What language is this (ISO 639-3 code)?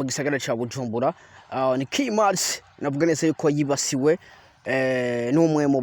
run